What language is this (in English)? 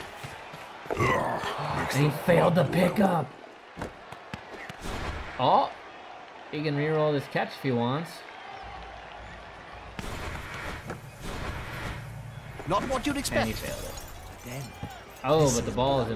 English